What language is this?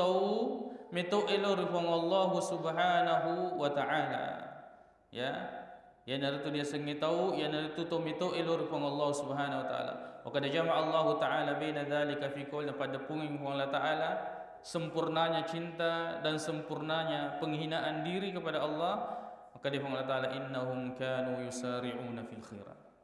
Buginese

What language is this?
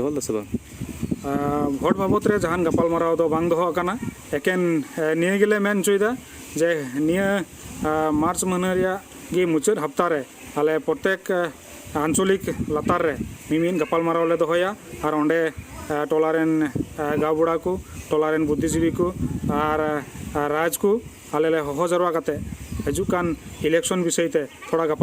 Santali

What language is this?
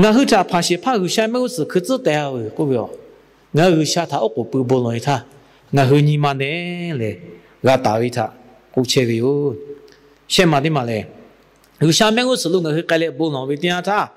Lahu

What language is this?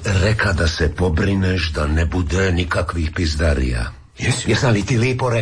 Croatian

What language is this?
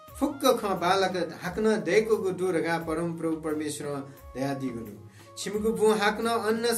Newari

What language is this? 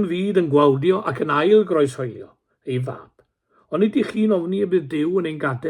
Welsh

